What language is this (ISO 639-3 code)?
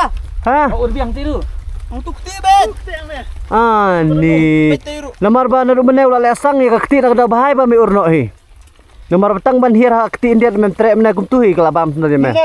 kha